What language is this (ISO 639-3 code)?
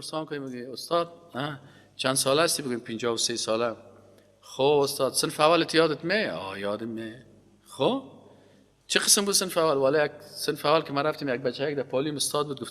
fas